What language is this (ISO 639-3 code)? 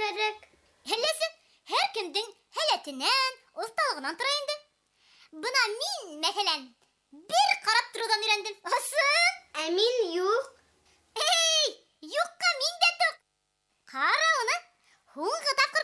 bak